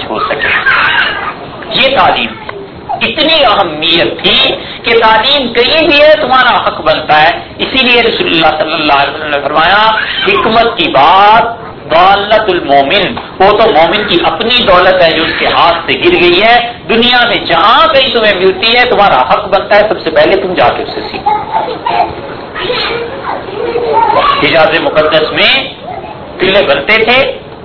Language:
Urdu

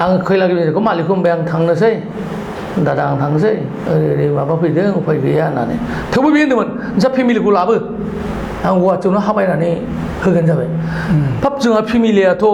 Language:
Bodo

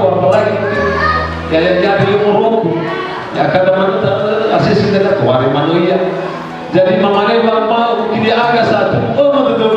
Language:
Nias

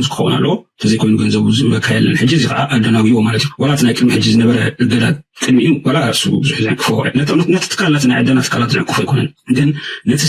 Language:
Tigrinya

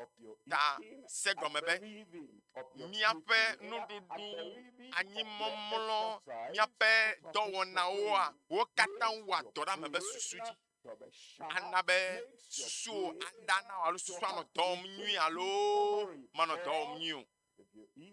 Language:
Ewe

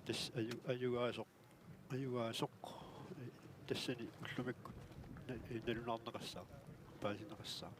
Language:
Kalaallisut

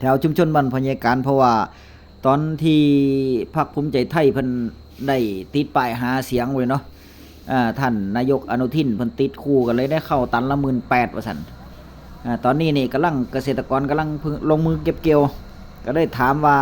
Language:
Northeastern Thai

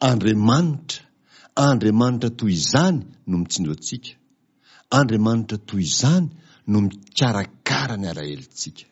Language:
Malagasy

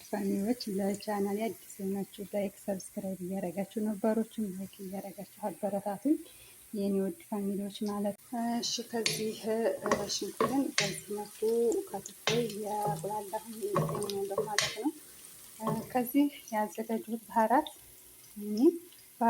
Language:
Amharic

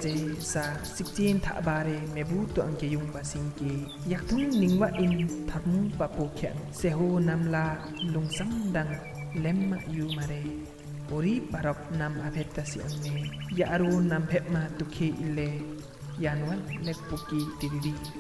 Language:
Limbu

